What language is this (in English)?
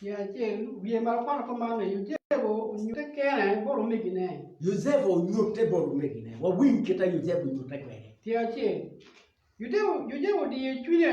Acoli